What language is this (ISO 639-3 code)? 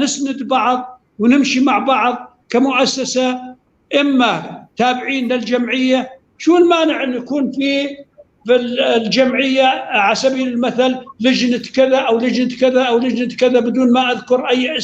apc